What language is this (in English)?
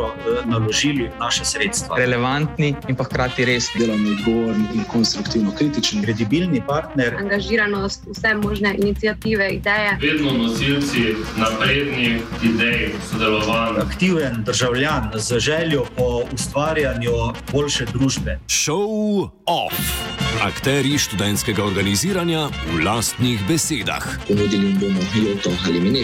Slovenian